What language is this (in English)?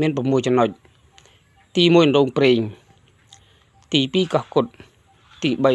Khmer